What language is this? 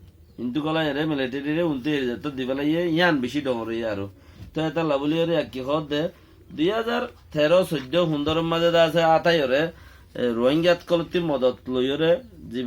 Rohingya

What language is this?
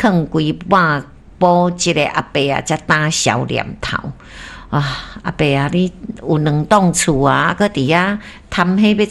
Min Nan Chinese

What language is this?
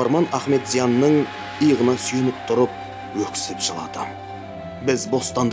Kazakh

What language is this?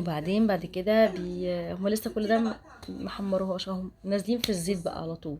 Egyptian Arabic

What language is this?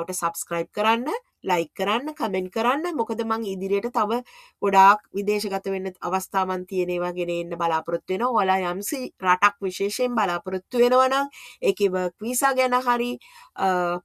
Sinhala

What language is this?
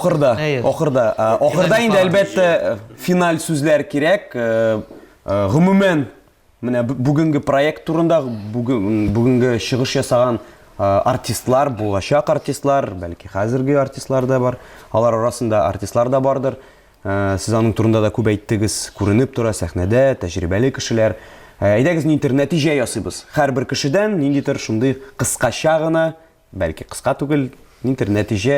Tatar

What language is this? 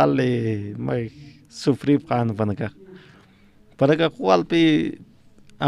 Aymara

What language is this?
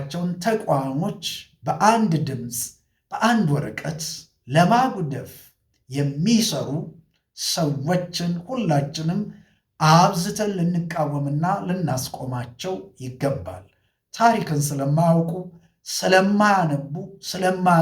Amharic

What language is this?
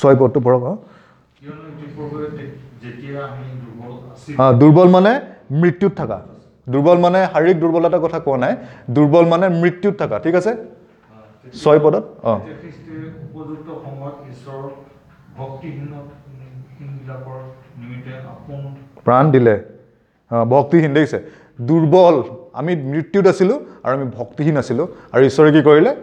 Assamese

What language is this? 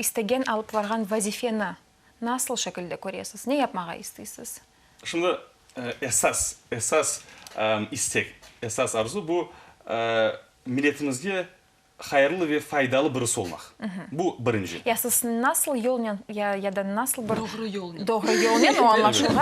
Crimean Tatar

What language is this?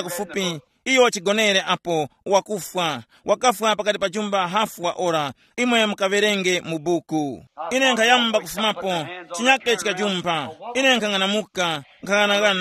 Tumbuka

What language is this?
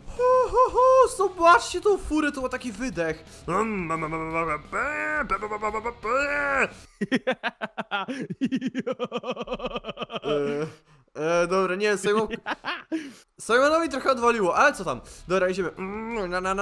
Polish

